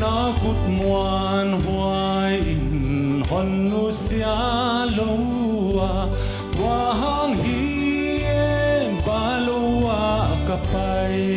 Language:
Paite Chin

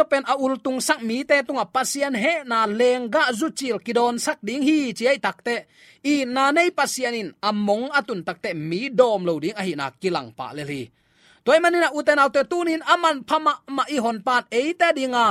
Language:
Tedim Chin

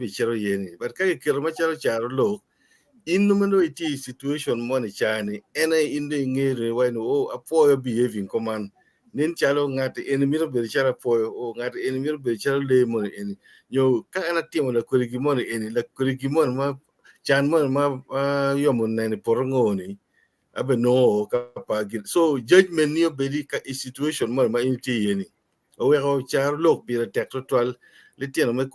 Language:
Acoli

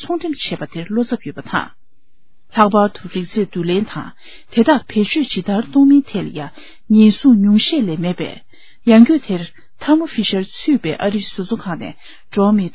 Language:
Tibetan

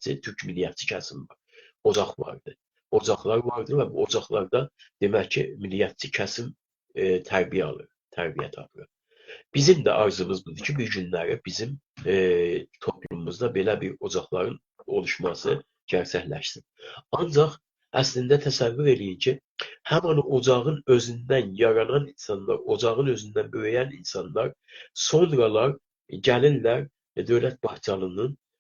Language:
South Azerbaijani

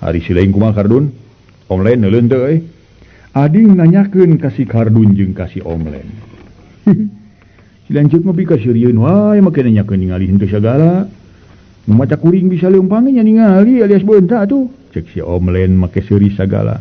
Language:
Sundanese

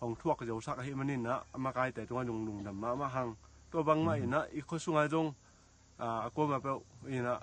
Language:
Tedim Chin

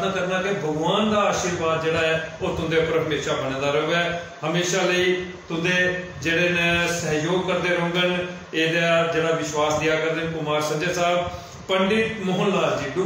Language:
Dogri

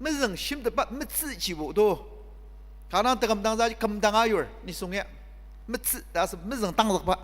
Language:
Ao Naga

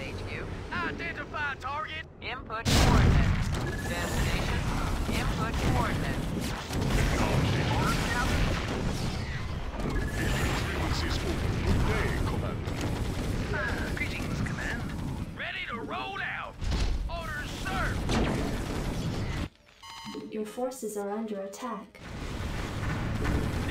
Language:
English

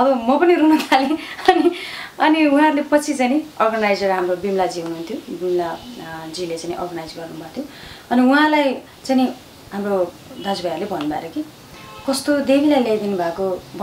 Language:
Nepali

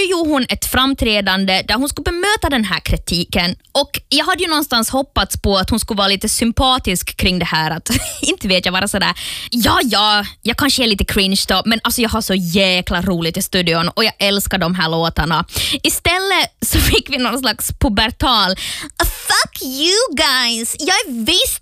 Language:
Swedish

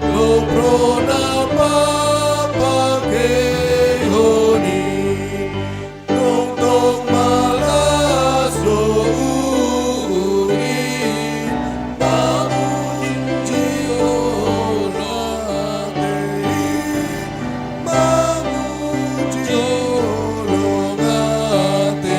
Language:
Batak Simalungun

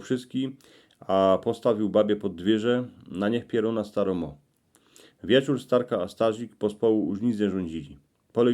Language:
Silesian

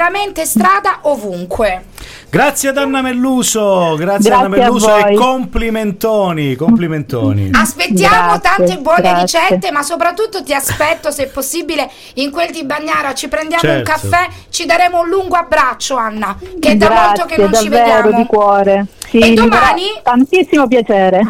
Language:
Italian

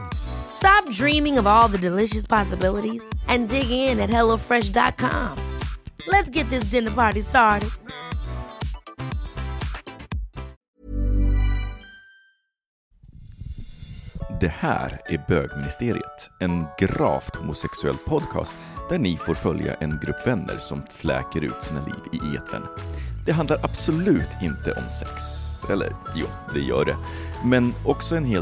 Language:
Swedish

